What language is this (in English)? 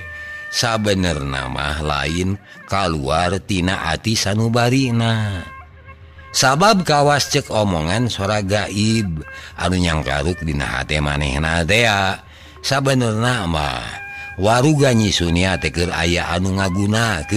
Sundanese